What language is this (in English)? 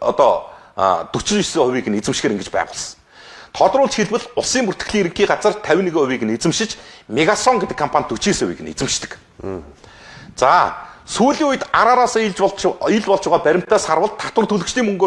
Mongolian